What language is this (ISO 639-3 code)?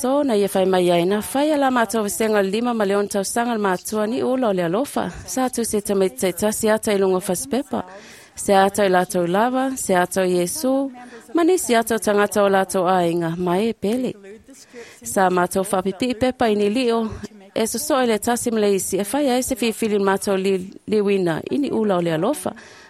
smo